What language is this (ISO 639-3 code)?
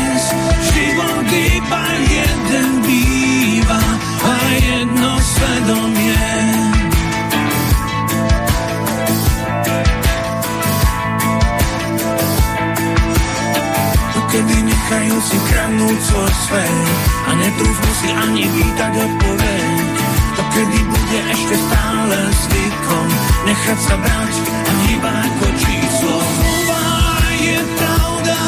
slk